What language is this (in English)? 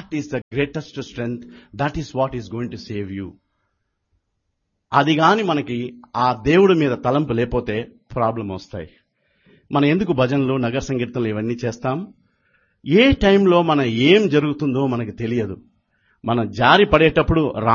Telugu